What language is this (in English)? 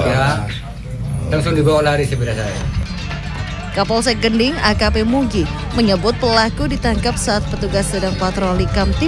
Indonesian